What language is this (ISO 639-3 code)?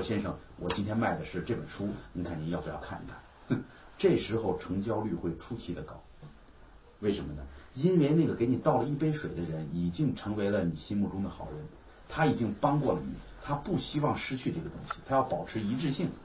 zho